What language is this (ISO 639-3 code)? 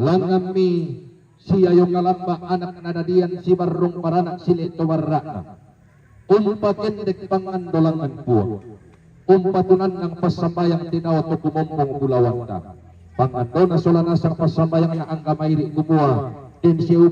sda